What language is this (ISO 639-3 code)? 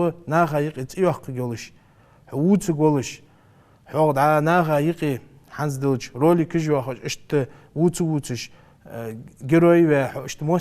inh